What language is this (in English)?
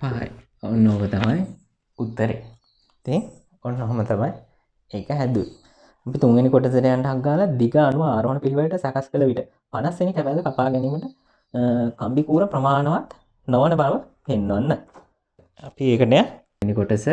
Sinhala